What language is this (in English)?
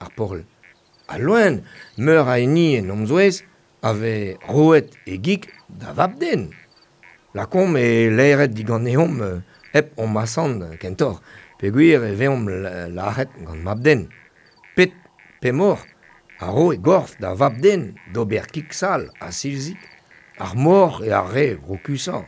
Breton